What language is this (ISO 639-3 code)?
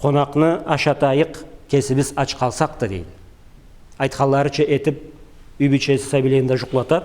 krc